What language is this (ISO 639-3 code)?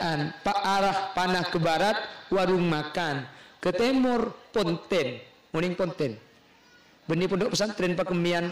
mad